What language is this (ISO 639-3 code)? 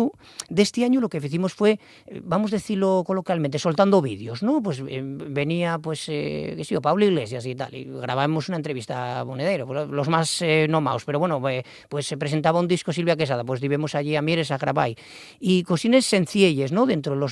ast